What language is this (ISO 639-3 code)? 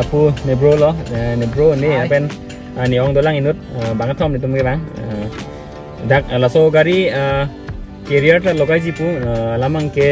mjw